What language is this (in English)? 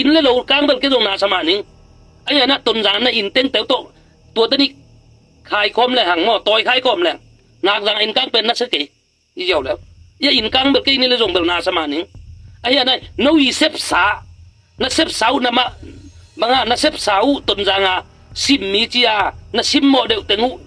Tedim Chin